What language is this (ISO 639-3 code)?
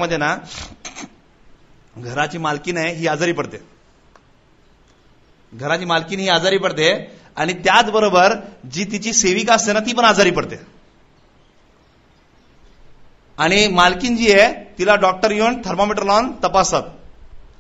mar